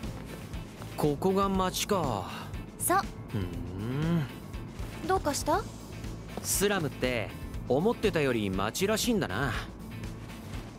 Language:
Japanese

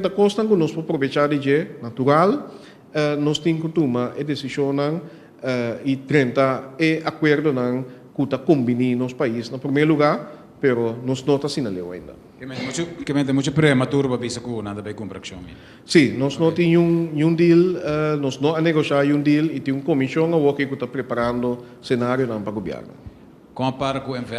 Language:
Papiamento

